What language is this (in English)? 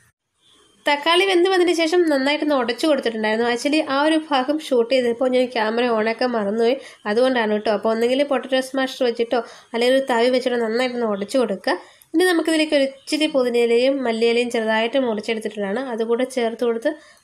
Malayalam